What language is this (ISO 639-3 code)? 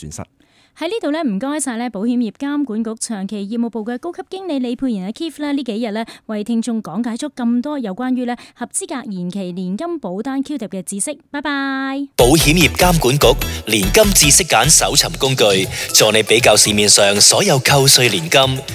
yue